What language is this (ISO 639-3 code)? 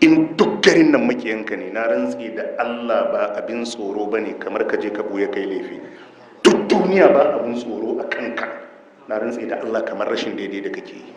hau